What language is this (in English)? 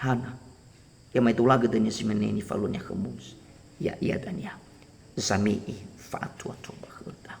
Nias